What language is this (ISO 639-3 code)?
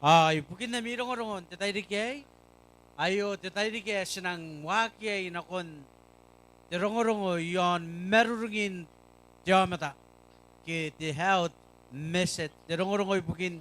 gil